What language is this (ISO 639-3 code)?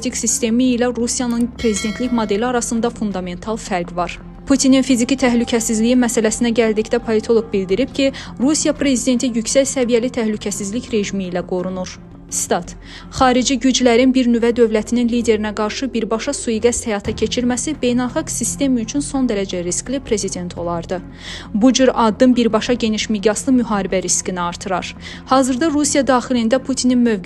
aze